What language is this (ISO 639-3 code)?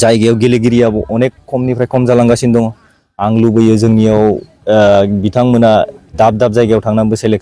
brx